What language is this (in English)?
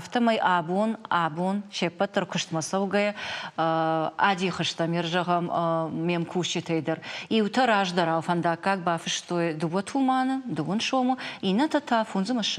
Ossetic